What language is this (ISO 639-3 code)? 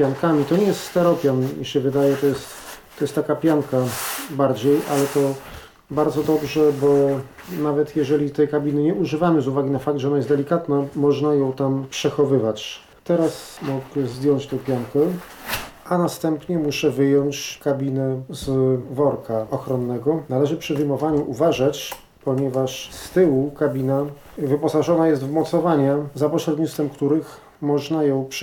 pol